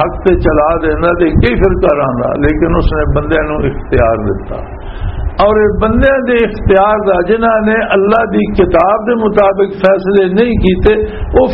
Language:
Western Panjabi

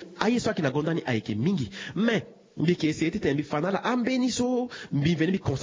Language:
Sango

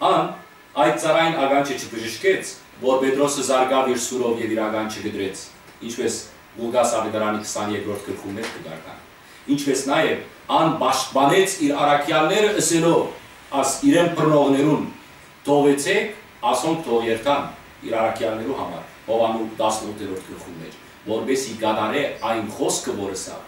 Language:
Western Armenian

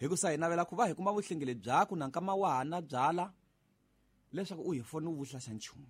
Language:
Tsonga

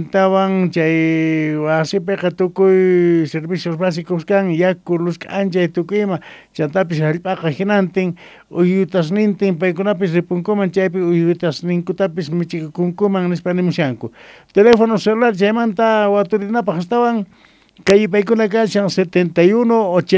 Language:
South Bolivian Quechua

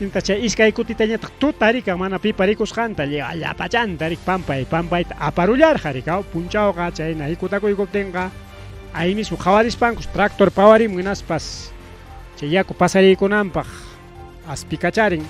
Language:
Ayacucho Quechua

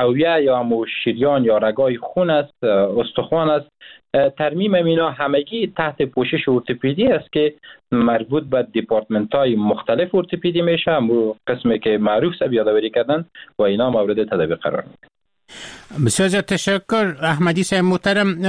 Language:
Persian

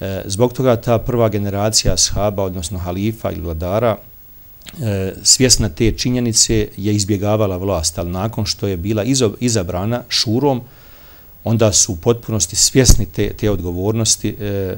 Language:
Bosnian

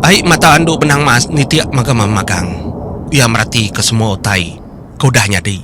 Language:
Iban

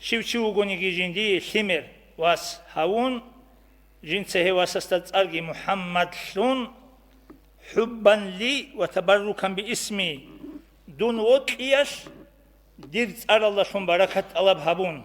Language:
Avaric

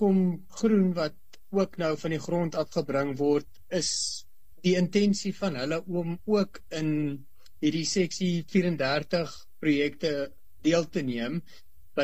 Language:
Afrikaans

